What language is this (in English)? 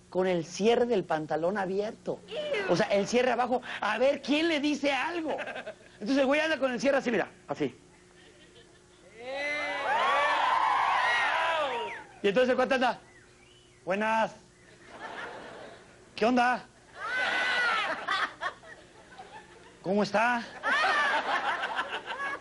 Spanish